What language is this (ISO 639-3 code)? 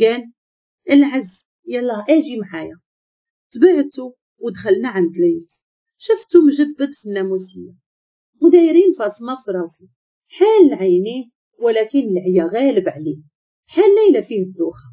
ary